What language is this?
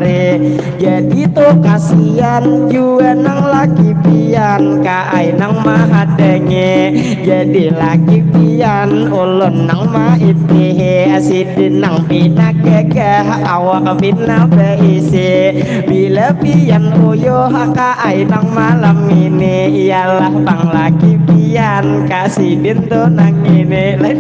Banjar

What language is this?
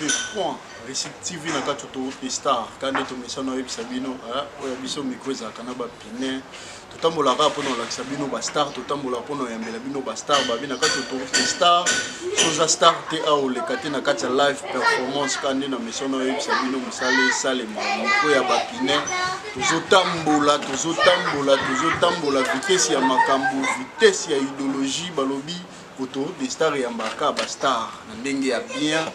Lingala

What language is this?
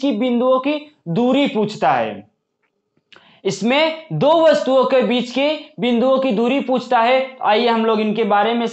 Hindi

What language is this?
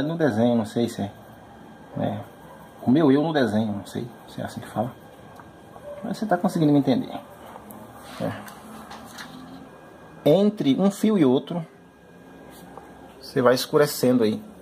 Portuguese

